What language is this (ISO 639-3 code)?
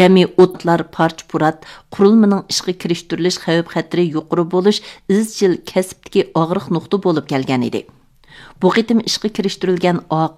uig